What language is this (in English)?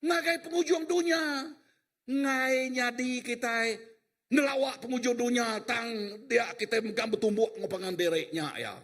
Iban